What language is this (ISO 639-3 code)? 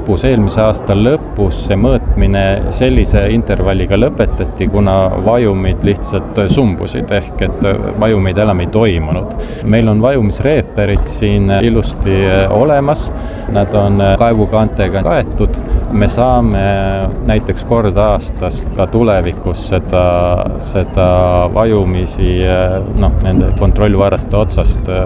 est